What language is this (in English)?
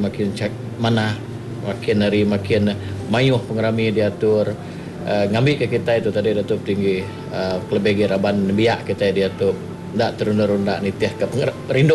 Iban